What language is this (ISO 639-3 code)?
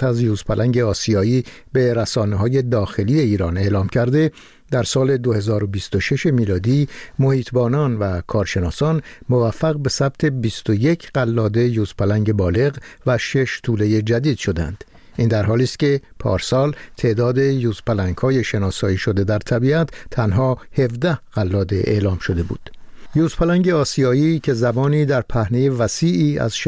fas